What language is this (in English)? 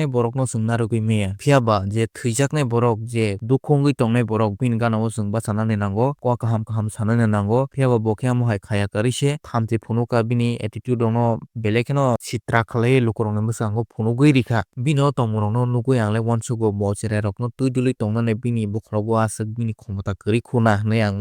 Kok Borok